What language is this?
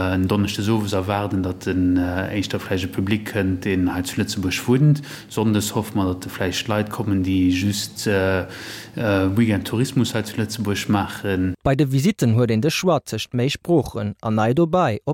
Luxembourgish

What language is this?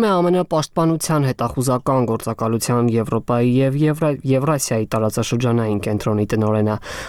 Armenian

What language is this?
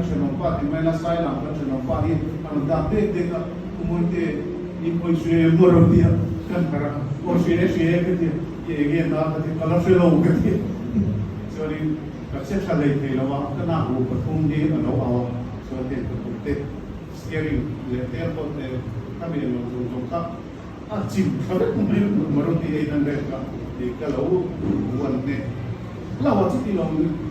Mizo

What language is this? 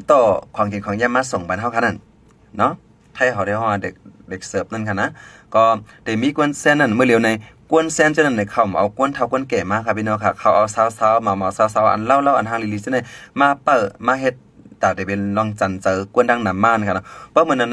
Shan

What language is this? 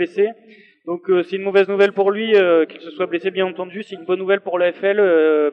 French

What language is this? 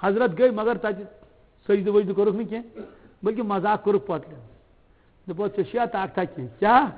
Kashmiri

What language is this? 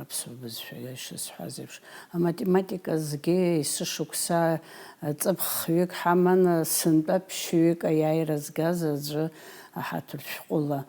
Abkhazian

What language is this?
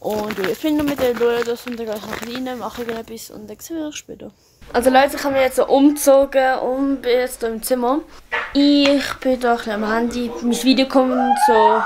Swiss German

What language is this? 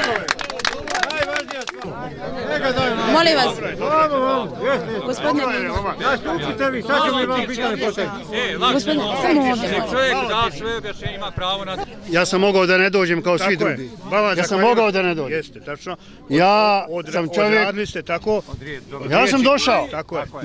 Bosnian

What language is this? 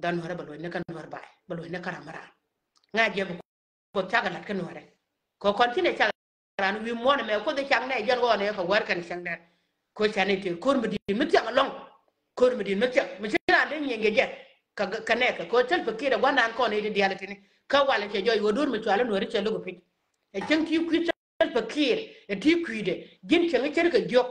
Nuer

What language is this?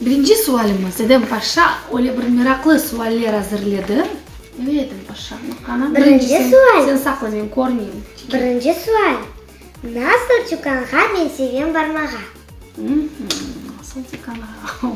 Crimean Tatar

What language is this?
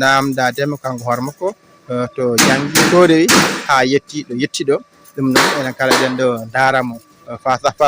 Fula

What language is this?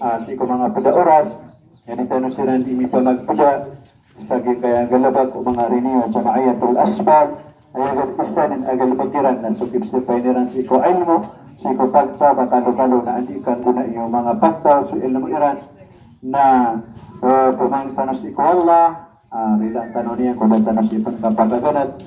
Maranao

